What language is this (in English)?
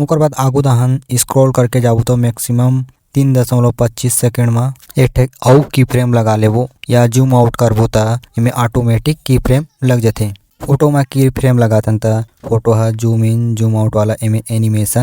Chhattisgarhi